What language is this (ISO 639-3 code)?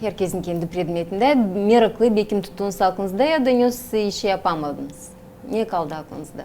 gag